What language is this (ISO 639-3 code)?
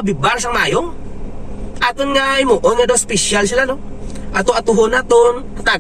hil